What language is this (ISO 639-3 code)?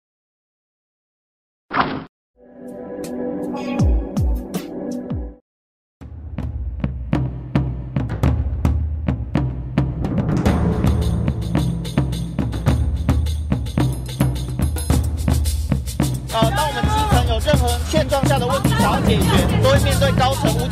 zho